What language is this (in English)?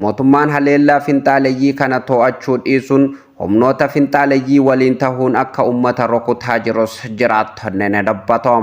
Oromo